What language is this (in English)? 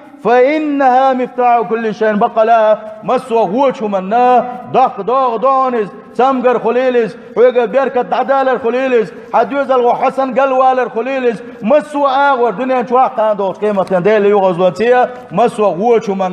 Chechen